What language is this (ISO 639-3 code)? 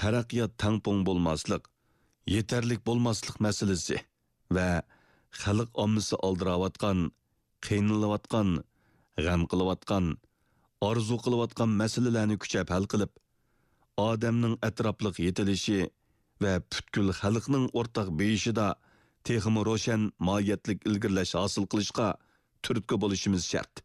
uig